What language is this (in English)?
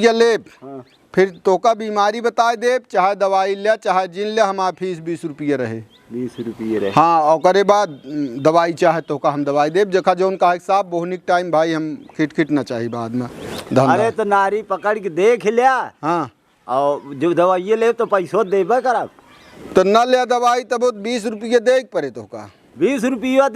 Awadhi